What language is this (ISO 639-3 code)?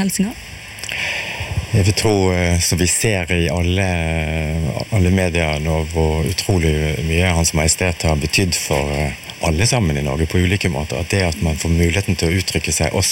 nor